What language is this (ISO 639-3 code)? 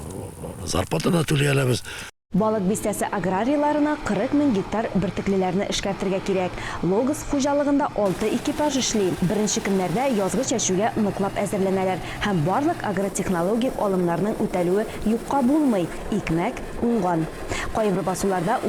tat